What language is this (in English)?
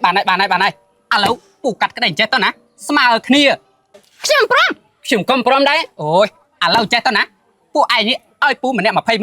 Khmer